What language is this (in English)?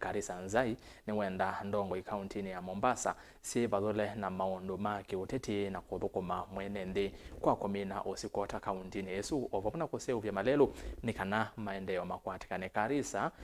Kamba